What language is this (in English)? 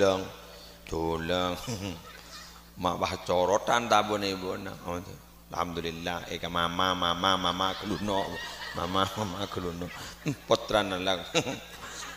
Madurese